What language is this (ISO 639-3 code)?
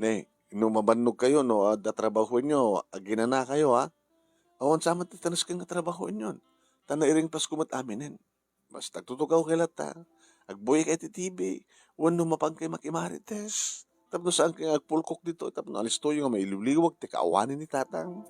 ilo